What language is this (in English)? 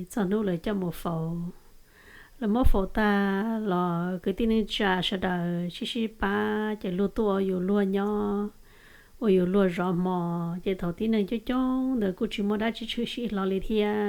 Hmong